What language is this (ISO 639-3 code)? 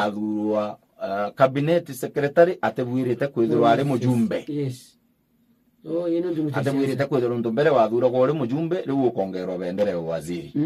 mer